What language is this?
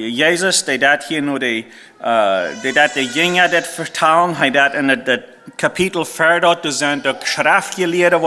Plautdietsch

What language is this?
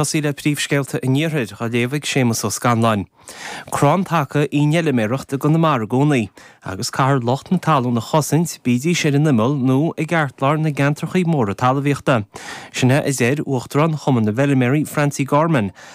Irish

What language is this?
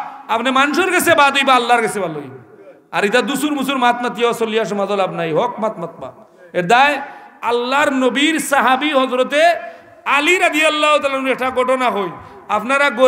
Sylheti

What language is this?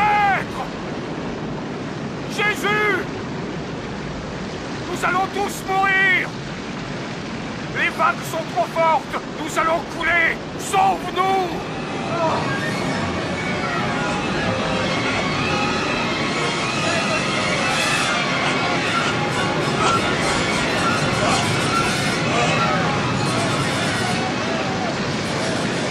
French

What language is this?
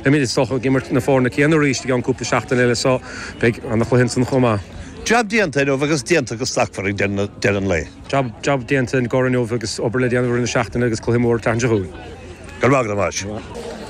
Irish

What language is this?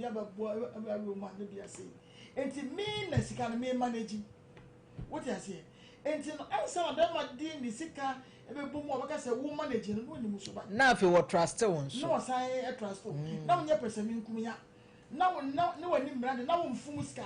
Akan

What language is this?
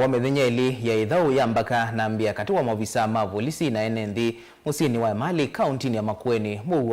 Kamba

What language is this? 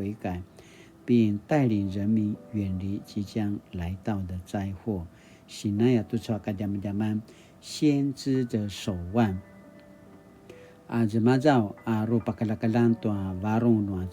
Paiwan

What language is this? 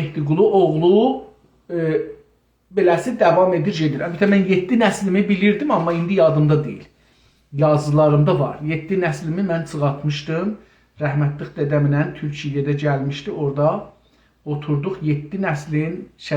South Azerbaijani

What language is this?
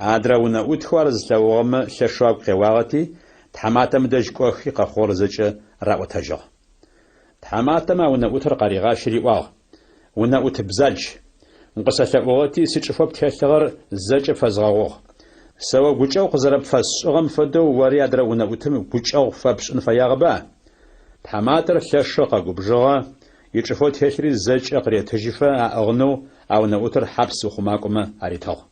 Adyghe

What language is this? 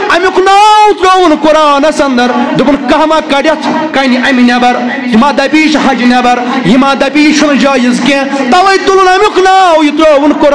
Kashmiri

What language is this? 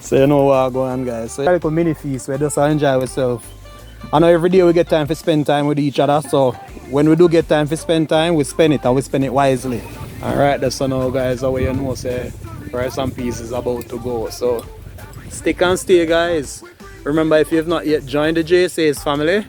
Jamaican Creole English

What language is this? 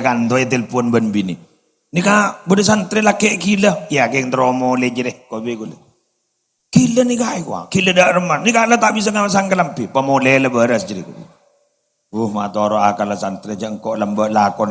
Madurese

